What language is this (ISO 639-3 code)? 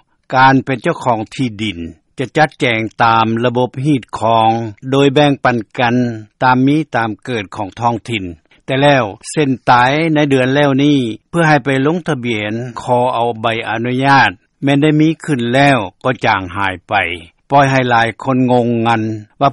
lao